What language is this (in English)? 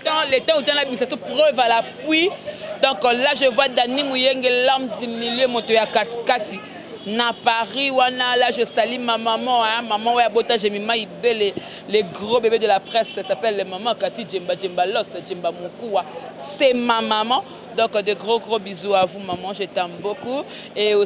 Lingala